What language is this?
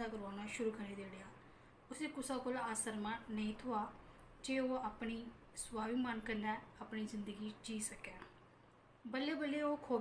Dogri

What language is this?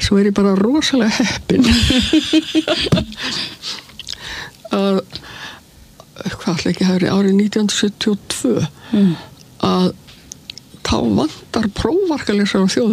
Icelandic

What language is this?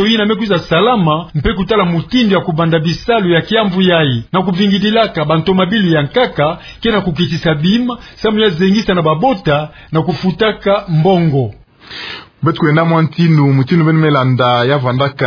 Kituba (Democratic Republic of Congo)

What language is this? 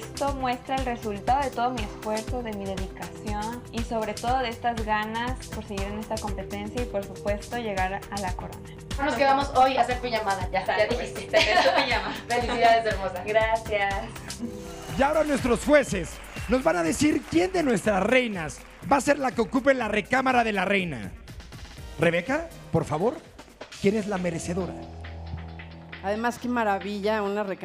Spanish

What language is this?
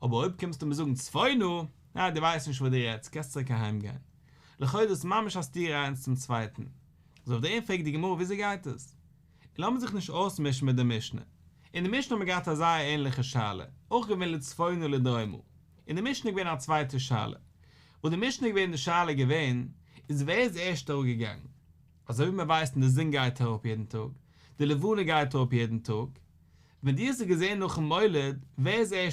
Yiddish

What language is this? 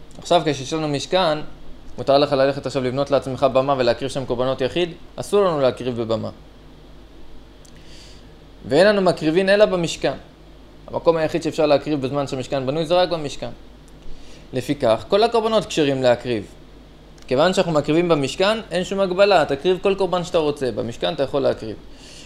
Hebrew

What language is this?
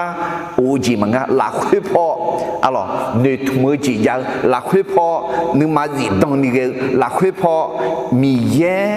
Akha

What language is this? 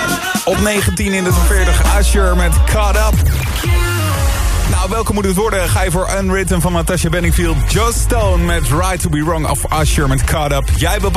Dutch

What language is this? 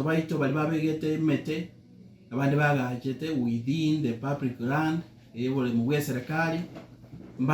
Gusii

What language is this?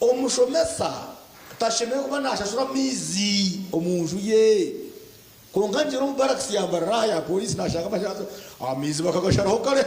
Nyankole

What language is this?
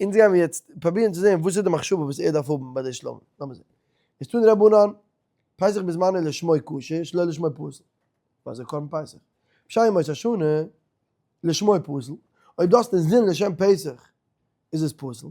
Yiddish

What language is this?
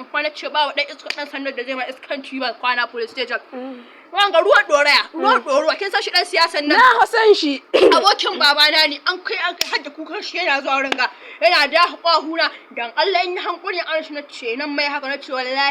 Hausa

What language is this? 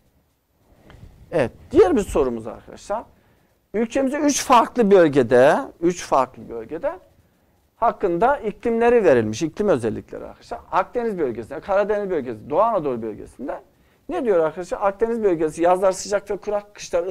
Turkish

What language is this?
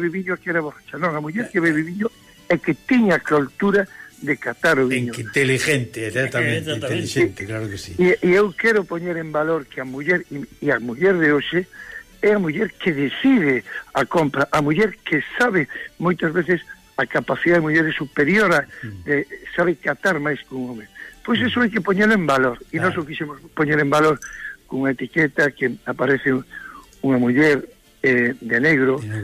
Galician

